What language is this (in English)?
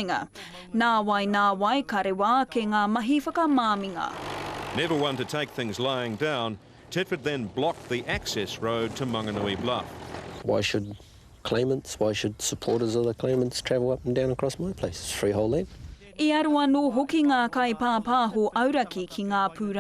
Māori